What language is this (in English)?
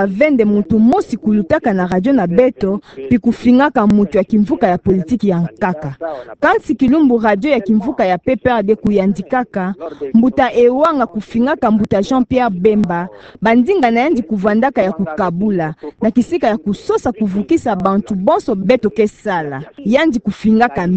Kituba (Democratic Republic of Congo)